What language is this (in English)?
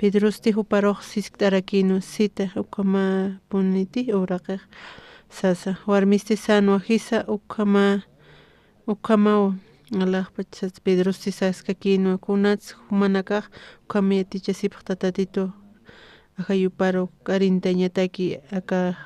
Aymara